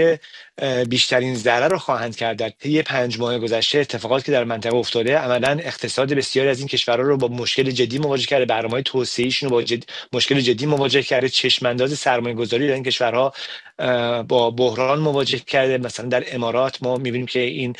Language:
Persian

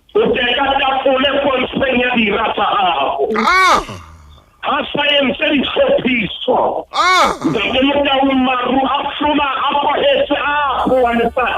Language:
Southern Sotho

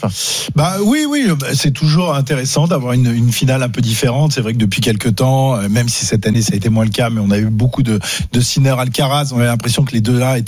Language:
French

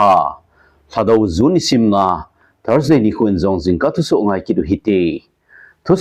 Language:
Thado Chin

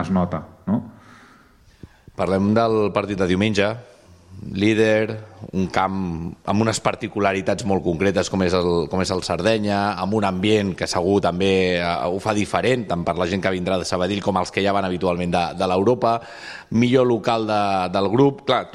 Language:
Catalan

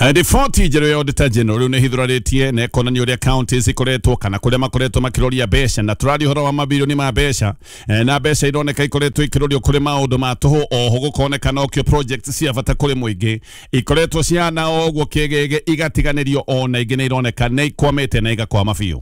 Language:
Kikuyu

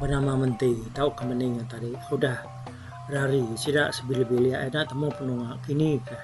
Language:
Iban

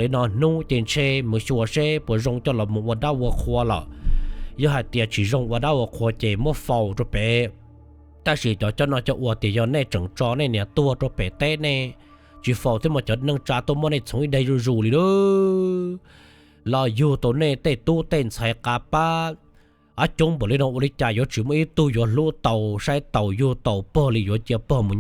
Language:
Hmong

